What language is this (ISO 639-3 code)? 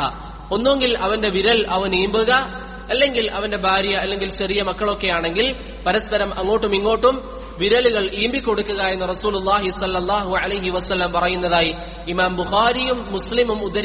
mal